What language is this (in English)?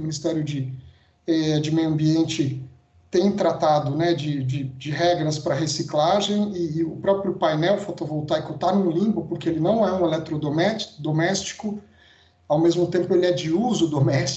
Portuguese